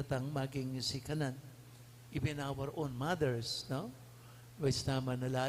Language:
Pampanga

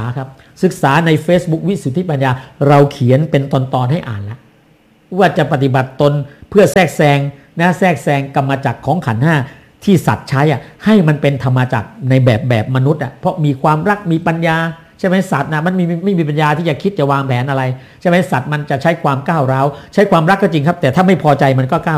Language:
Thai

